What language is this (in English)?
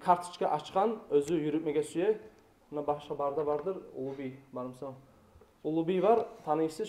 Kumyk